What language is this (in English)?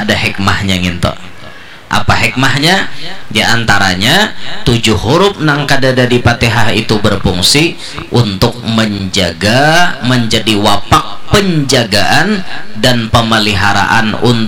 Banjar